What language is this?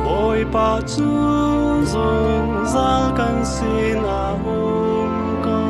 Hakha Chin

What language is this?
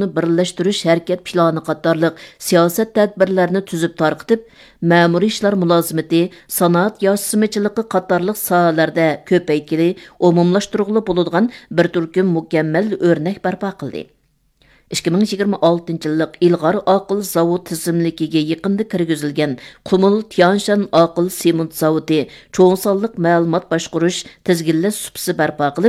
Uyghur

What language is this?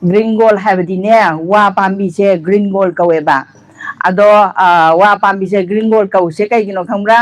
Manipuri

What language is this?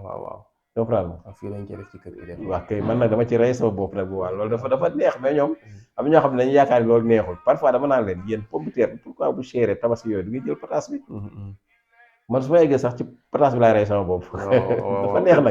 Wolof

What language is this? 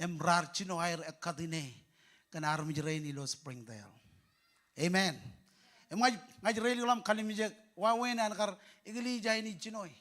Marshallese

